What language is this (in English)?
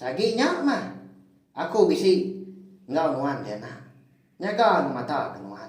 Iban